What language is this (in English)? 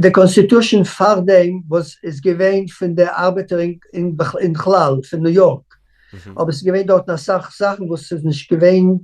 Yiddish